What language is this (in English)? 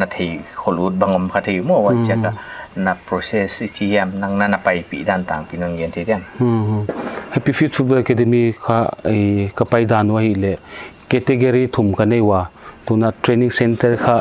Paite Chin